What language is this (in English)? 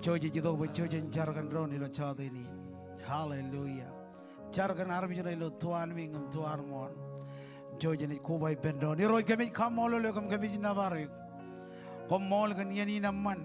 Marshallese